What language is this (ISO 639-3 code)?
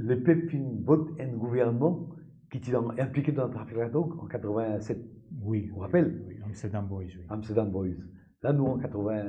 mfe